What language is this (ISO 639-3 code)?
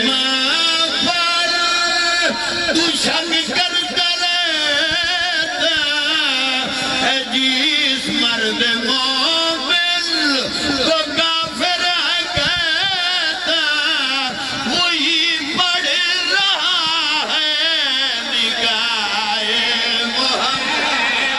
urd